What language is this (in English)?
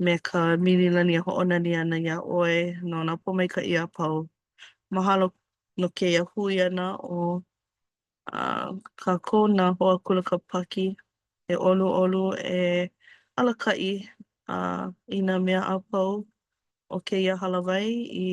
Hawaiian